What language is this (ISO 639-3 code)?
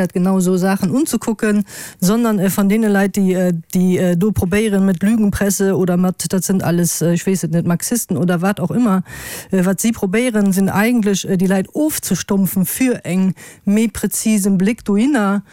ltz